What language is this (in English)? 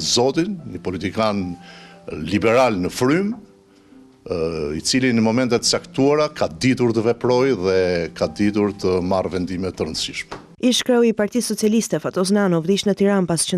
Albanian